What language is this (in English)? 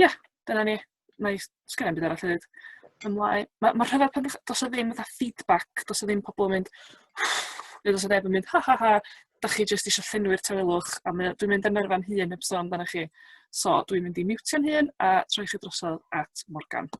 Welsh